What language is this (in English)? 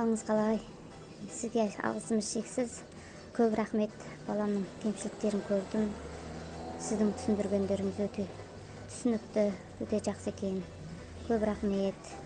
Kazakh